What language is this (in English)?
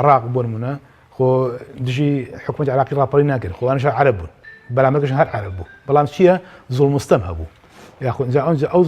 Central Kurdish